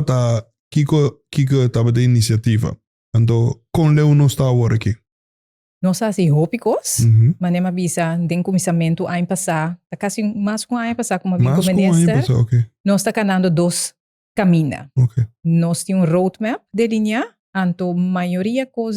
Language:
Papiamento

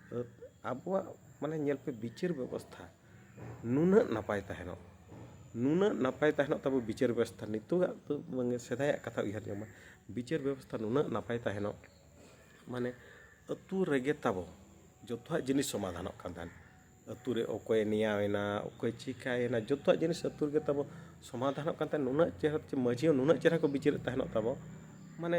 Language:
Santali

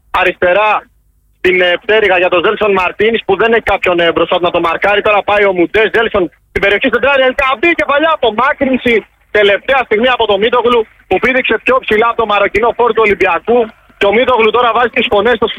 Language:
Greek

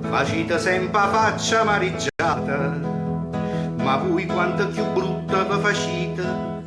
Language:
Neapolitan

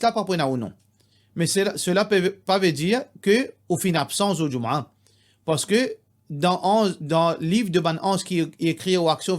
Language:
Morisyen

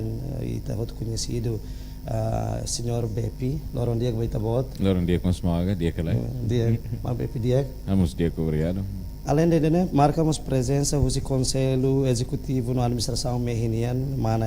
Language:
Tetum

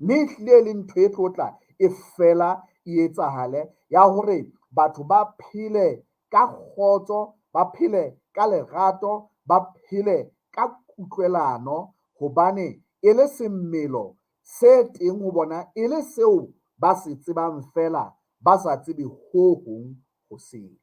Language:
Southern Sotho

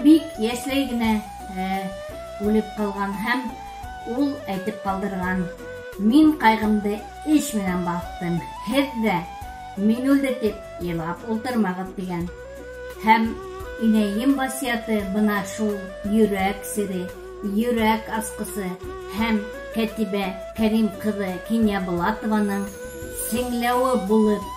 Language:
Bashkir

